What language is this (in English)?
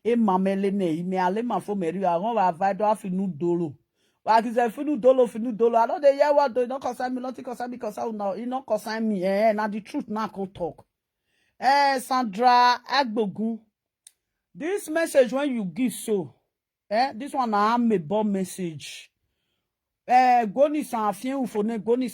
Nigerian Pidgin